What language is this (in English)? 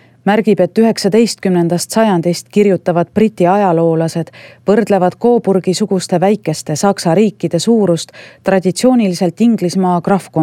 Estonian